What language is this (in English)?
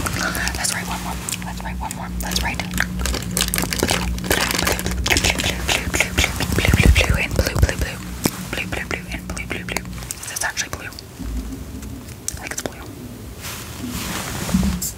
English